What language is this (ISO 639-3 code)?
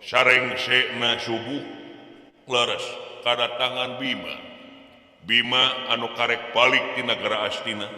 sun